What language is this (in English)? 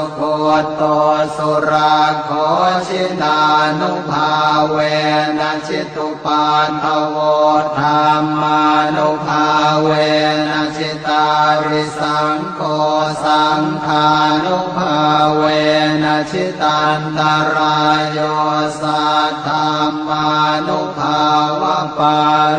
Pali